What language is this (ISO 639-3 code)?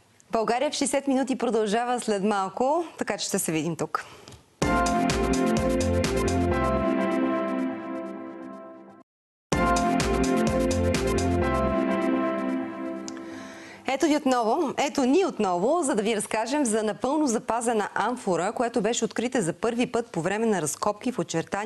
bul